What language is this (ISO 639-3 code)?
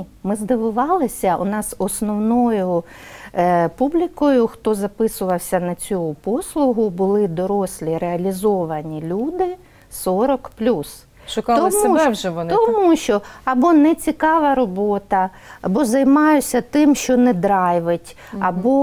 ukr